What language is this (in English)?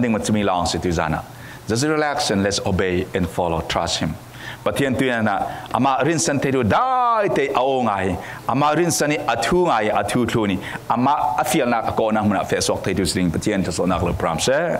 Falam Chin